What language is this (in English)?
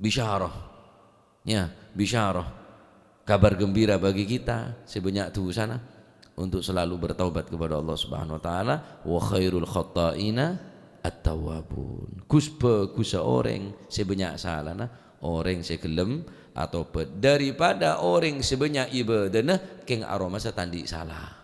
Madurese